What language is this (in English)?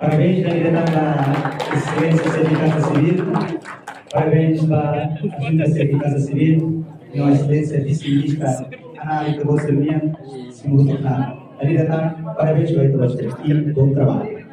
Tetum